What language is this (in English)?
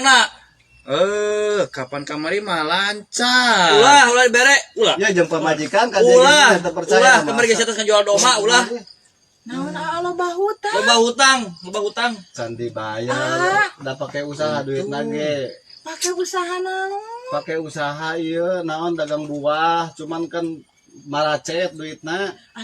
Sundanese